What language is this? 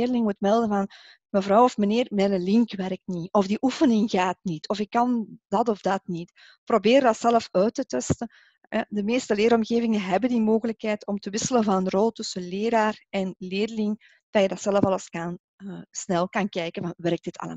Dutch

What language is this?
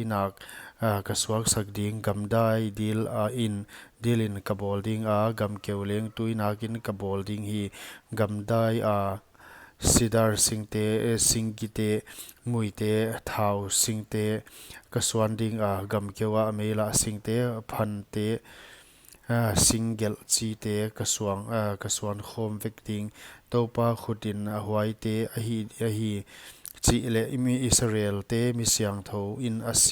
Paite Chin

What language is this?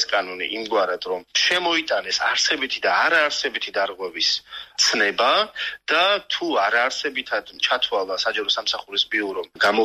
Georgian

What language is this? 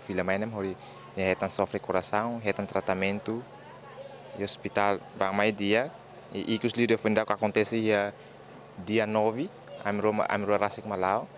Tetum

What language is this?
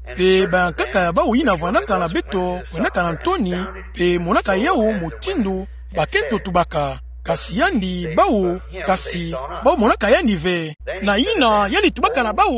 Kituba (Democratic Republic of Congo)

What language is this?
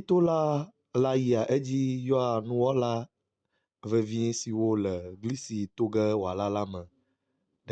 Ewe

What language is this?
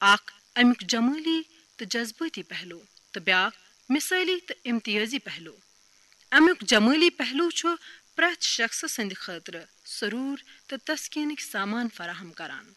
Kashmiri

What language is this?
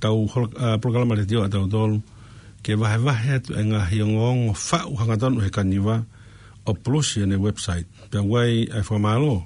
Tongan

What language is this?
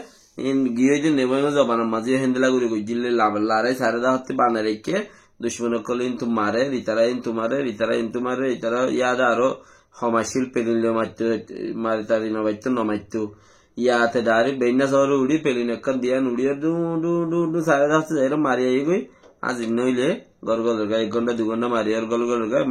Rohingya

